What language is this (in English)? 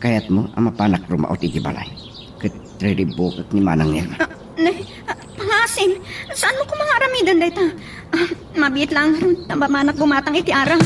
Iloko